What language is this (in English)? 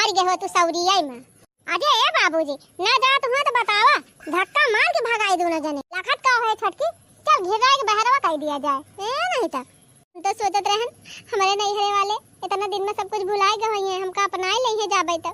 Awadhi